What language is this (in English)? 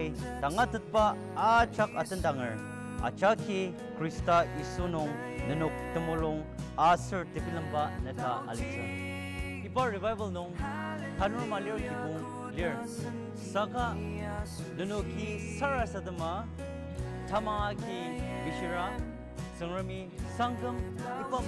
Ao Naga